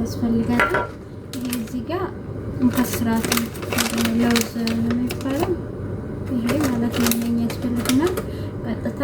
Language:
Amharic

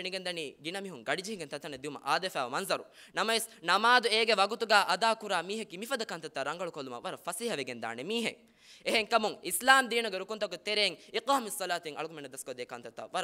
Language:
Divehi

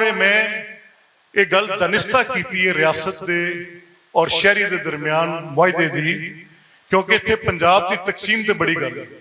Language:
Western Panjabi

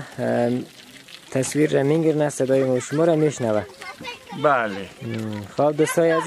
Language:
Persian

